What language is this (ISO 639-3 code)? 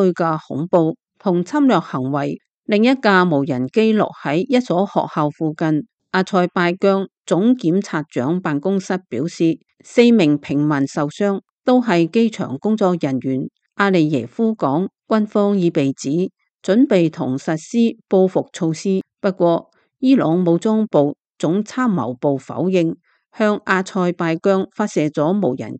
yue